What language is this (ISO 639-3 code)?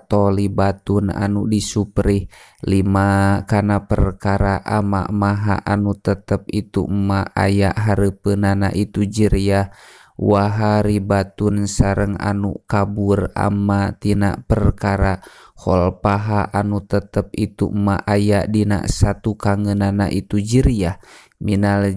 sun